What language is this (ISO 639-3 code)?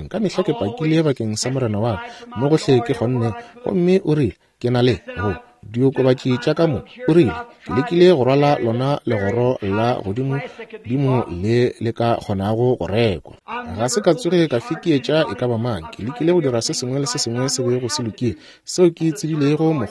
nso